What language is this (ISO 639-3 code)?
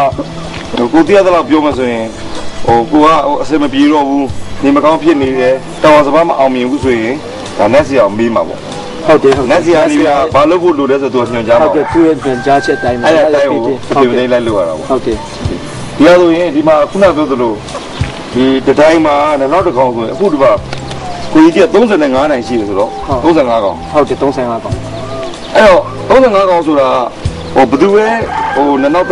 mya